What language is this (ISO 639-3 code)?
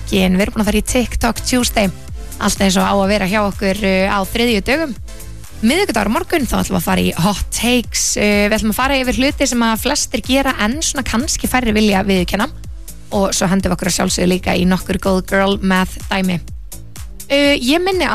isl